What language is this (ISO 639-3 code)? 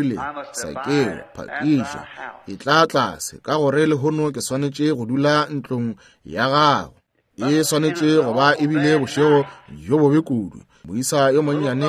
nso